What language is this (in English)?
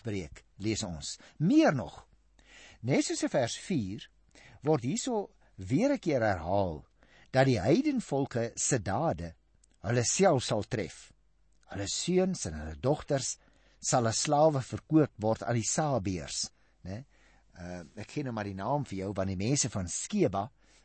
Afrikaans